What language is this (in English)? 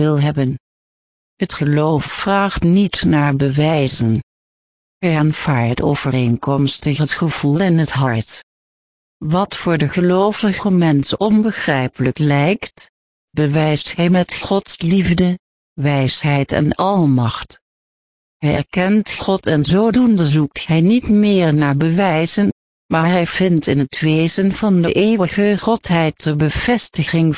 Dutch